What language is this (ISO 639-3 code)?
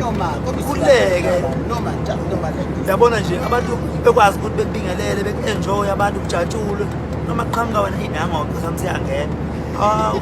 zul